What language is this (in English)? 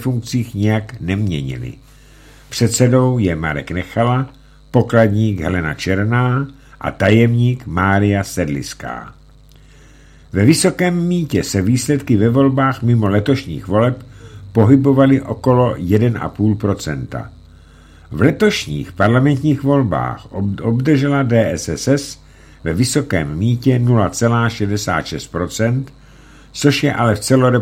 Czech